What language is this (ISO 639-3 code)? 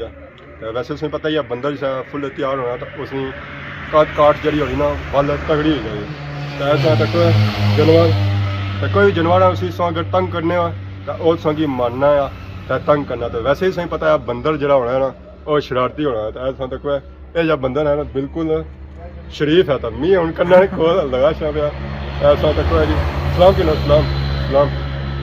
phr